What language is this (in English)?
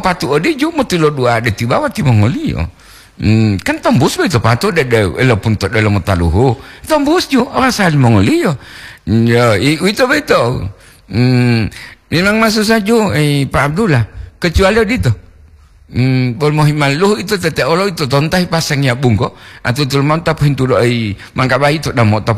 Gorontalo